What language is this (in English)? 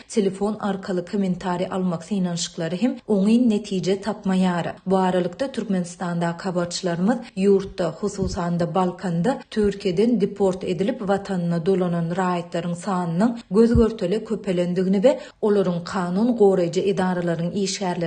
Turkmen